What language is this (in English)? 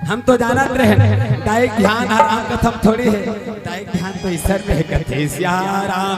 Chhattisgarhi